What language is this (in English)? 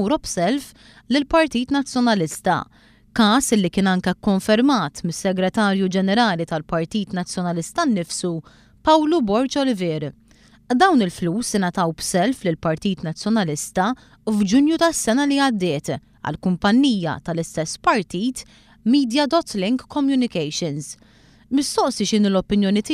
Maltese